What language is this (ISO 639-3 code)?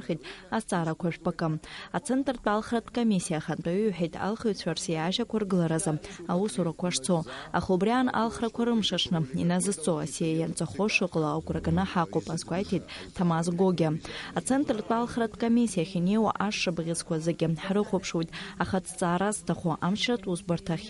abk